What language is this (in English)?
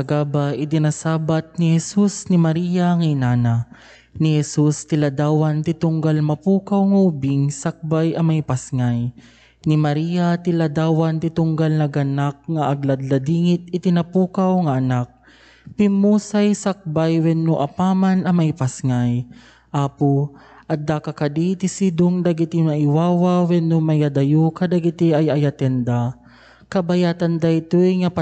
Iloko